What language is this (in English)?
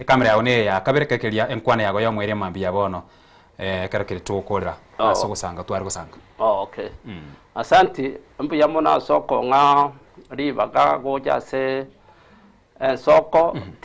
Gusii